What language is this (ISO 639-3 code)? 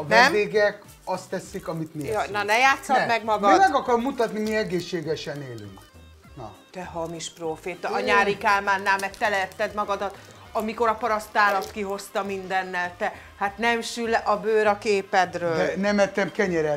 hun